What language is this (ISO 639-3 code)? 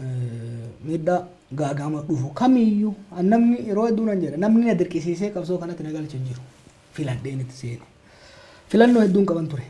orm